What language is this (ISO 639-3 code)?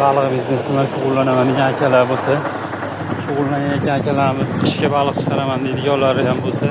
uzb